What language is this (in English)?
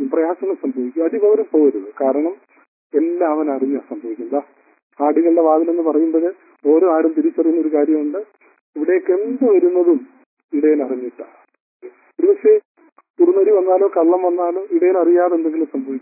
Malayalam